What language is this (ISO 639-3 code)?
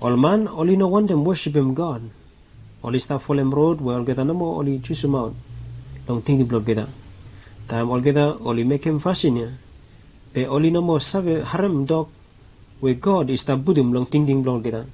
bis